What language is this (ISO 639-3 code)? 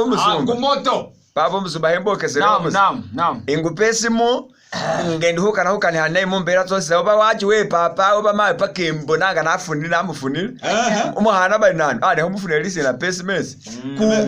myx